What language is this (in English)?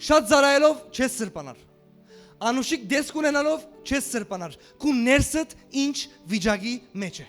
Western Armenian